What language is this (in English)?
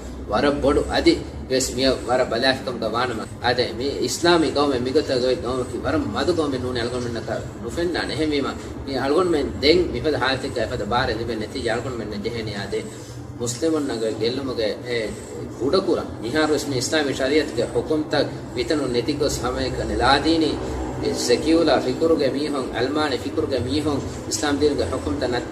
Divehi